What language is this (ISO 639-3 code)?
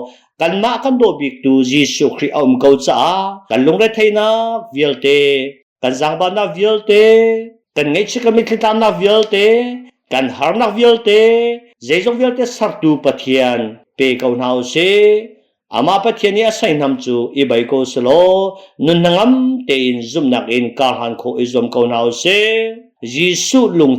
cnh